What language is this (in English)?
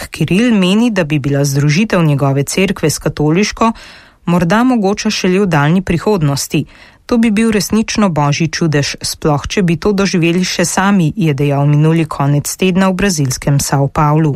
Slovenian